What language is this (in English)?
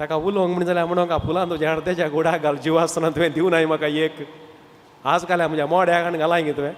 Konkani